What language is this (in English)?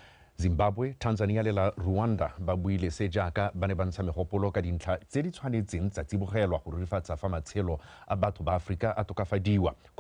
Tswana